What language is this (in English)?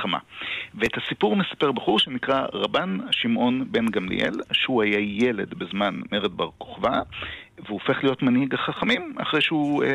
Hebrew